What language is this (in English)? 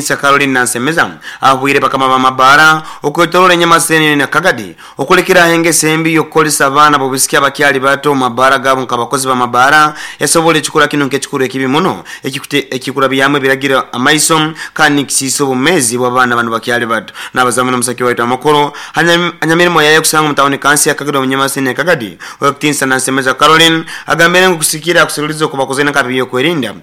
Nyoro